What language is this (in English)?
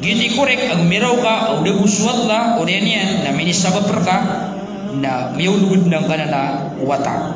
Maranao